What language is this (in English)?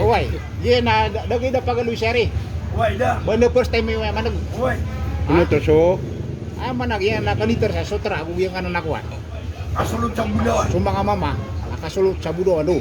Maranao